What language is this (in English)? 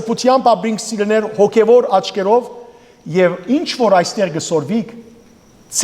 Western Armenian